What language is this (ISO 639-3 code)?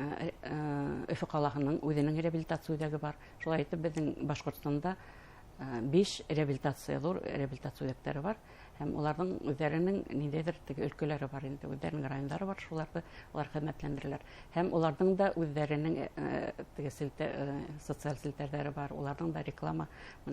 bak